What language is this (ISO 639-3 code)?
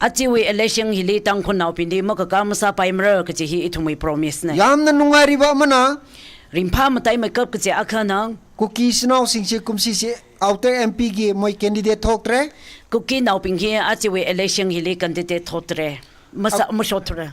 nmf